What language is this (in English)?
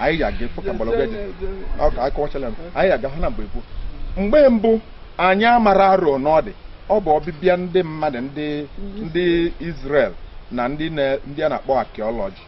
Igbo